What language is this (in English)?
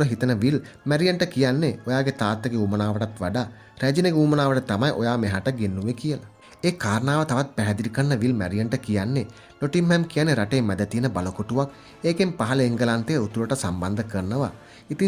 Sinhala